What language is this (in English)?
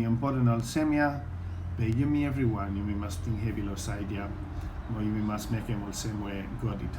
Bislama